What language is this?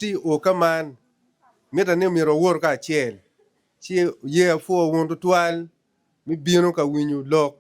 Acoli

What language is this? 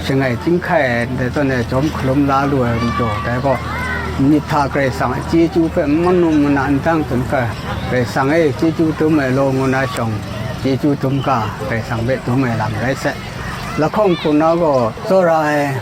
Kachin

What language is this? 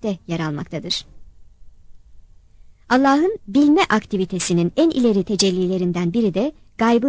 Turkish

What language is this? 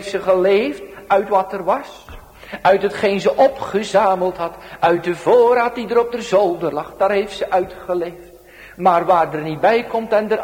Dutch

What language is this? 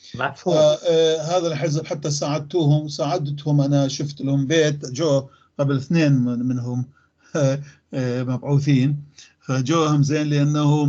North Levantine Arabic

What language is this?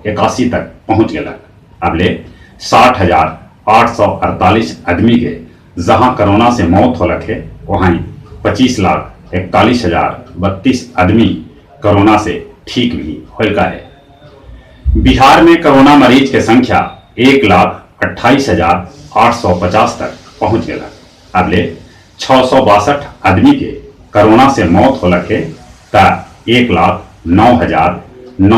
Magahi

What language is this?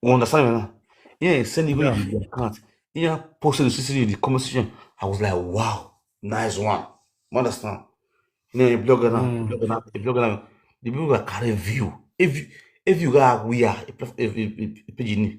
Nigerian Pidgin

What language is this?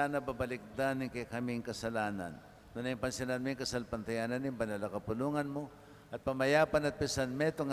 Pampanga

